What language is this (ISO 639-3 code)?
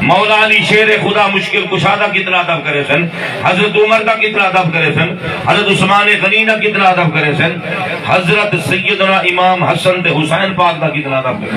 skr